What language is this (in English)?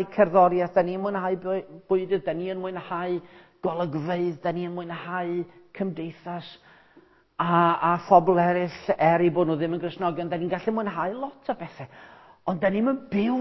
Welsh